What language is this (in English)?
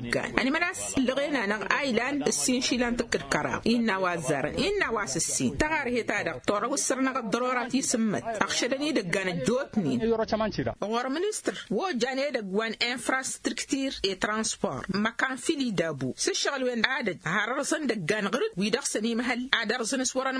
Tamasheq